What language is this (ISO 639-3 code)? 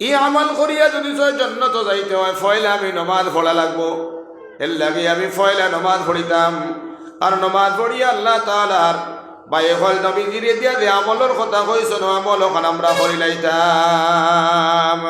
syl